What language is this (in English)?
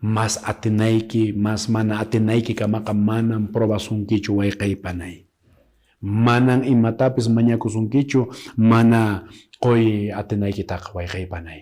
Quechua